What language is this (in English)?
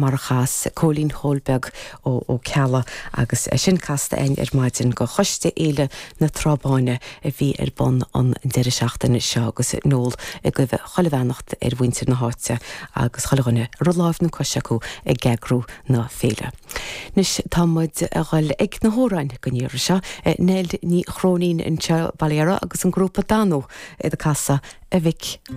Irish